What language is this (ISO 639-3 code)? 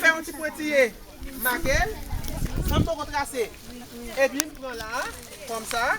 hat